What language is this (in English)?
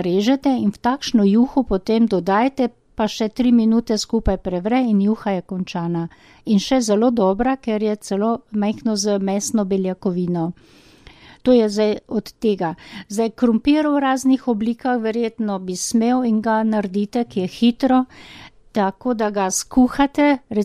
Slovenian